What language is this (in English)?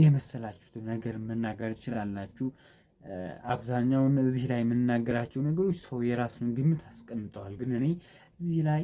Amharic